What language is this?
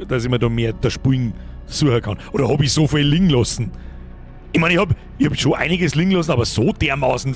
Bavarian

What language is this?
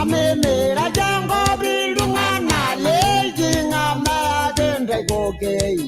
Masai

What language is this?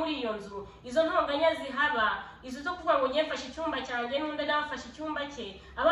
Kinyarwanda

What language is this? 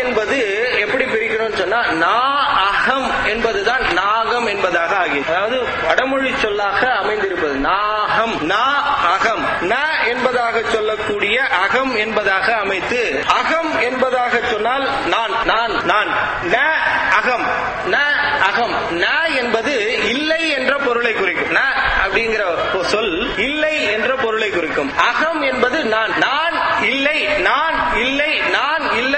Tamil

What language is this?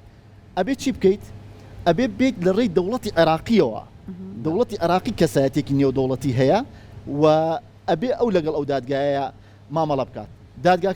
Central Kurdish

